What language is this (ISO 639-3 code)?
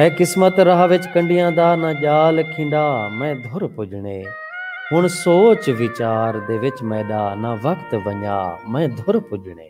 skr